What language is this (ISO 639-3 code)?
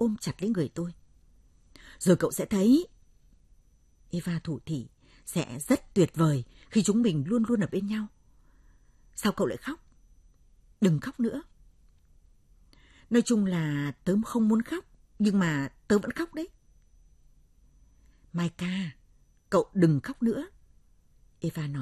vie